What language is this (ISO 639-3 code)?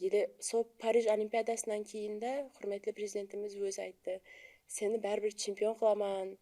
kaa